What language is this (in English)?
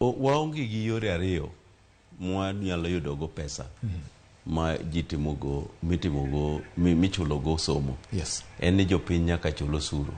Luo (Kenya and Tanzania)